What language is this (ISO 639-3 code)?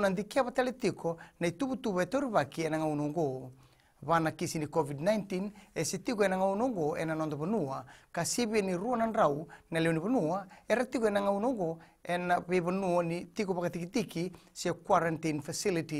fij